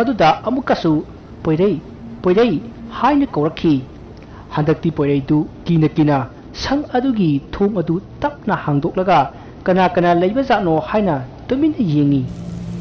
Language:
Manipuri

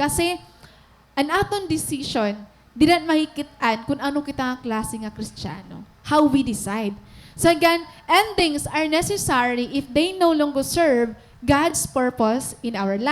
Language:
Waray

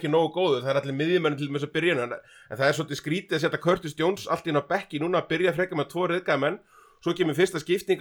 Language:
Icelandic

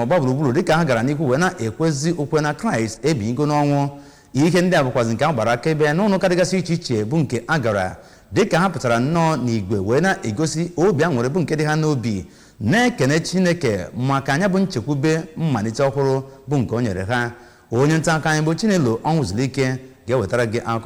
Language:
Igbo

